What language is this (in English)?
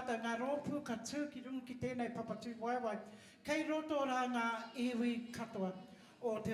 Māori